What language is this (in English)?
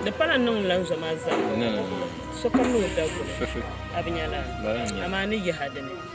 Dagbani